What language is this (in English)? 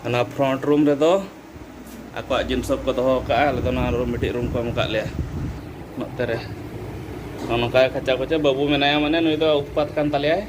Santali